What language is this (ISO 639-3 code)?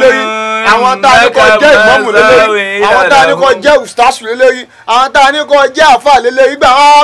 yor